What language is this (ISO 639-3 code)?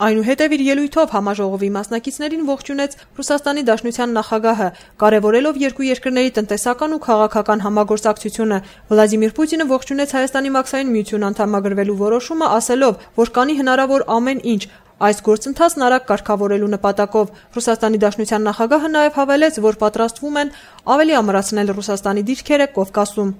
hye